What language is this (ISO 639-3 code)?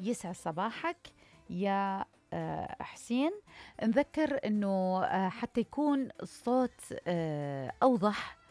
acm